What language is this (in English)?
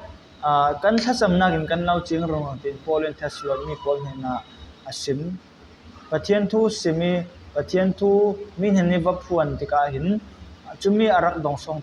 Falam Chin